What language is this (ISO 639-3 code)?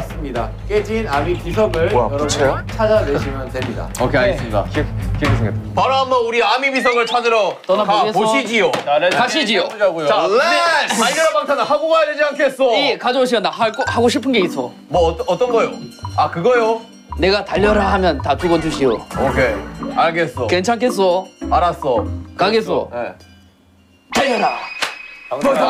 kor